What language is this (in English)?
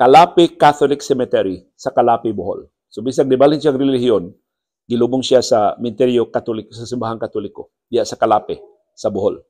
Cebuano